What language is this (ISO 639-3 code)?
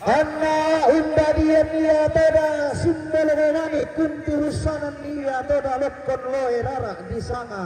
sda